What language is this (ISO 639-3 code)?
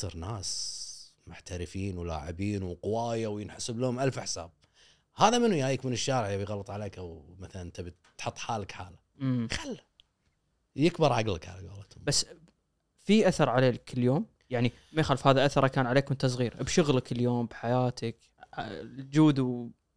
afb